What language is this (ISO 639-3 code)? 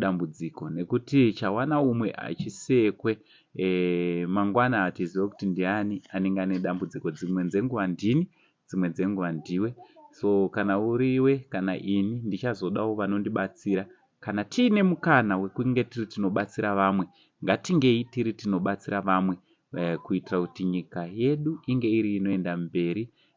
sna